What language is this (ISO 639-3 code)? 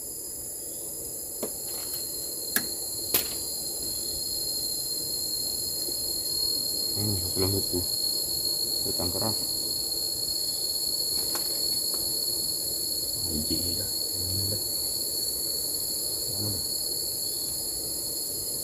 ind